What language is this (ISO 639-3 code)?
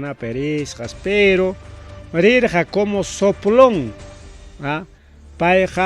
quy